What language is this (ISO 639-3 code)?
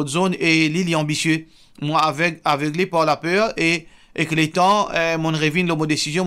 mfe